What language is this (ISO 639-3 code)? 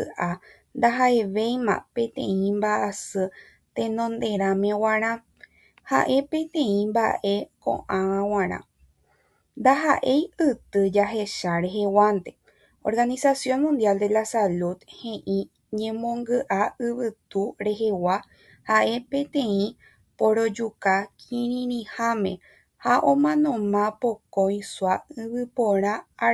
grn